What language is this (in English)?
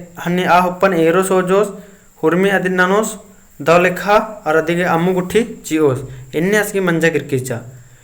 Kurukh